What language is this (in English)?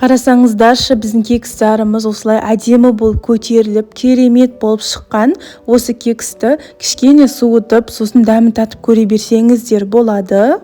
Kazakh